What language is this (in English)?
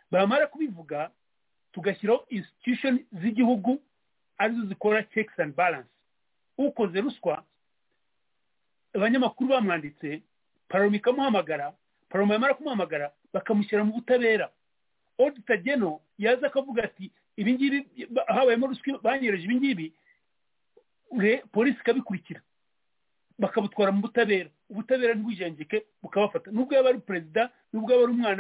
Kinyarwanda